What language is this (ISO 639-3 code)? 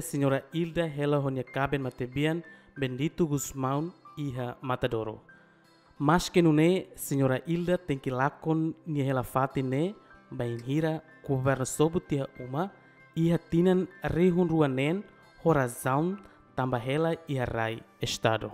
tet